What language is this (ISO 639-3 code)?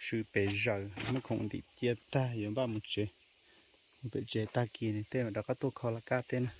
hmn